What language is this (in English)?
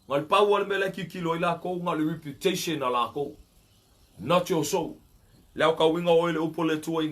Samoan